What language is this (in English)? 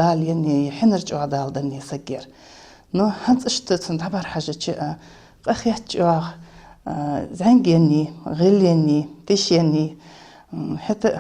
Ingush